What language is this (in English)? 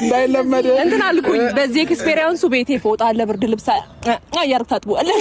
Amharic